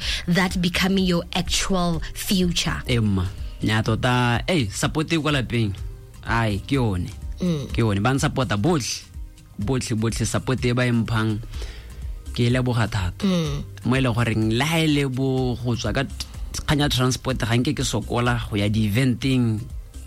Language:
Tswana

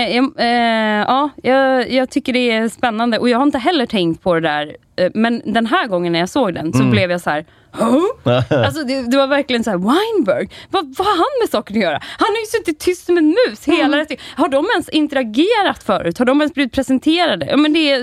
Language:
Swedish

